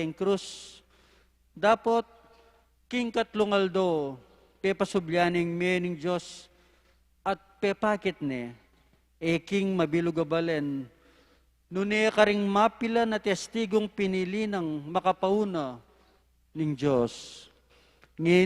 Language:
Pampanga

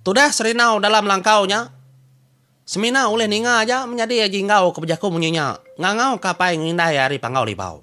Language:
Iban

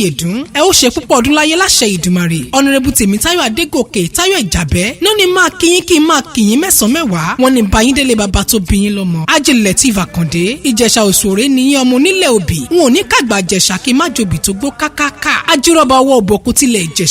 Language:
Yoruba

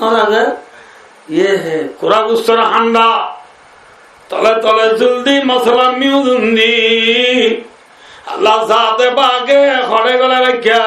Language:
Rohingya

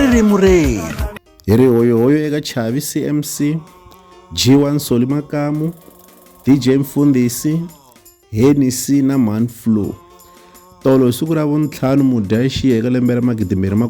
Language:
Tsonga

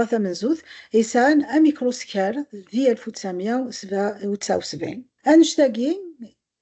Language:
Kabyle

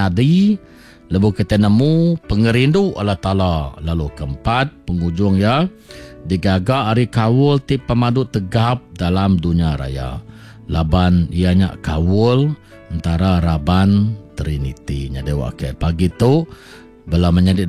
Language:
Iban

